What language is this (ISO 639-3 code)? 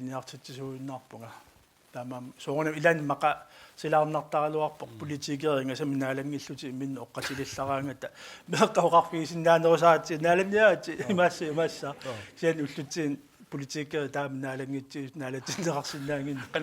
kal